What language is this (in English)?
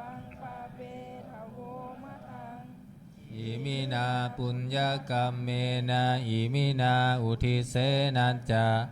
Pali